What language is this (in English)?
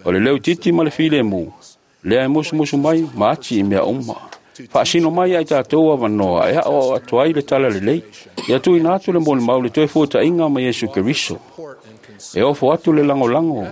Samoan